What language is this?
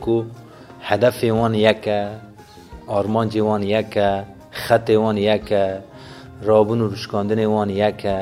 Kurdish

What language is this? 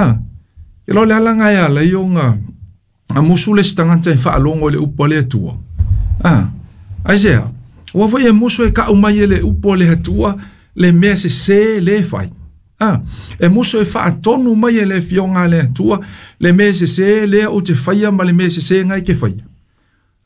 Samoan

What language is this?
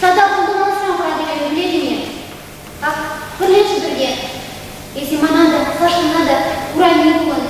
Chuvash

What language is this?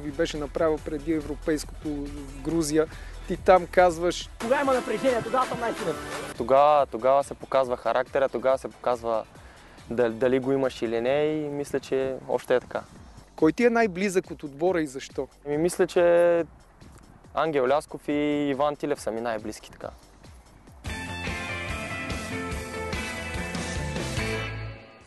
Bulgarian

